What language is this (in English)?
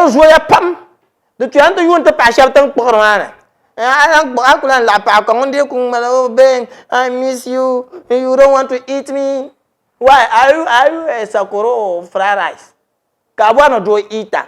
Dagbani